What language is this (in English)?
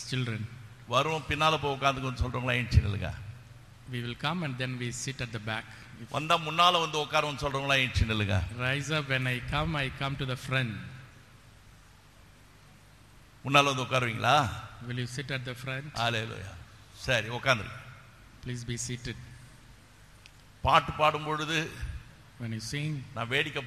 Tamil